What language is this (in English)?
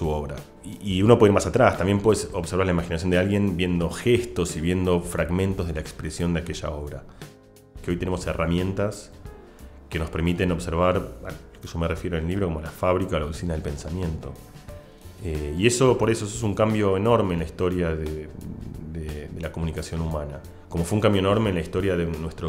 Spanish